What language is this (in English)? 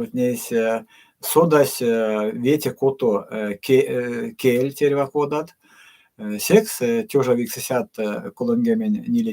Erzya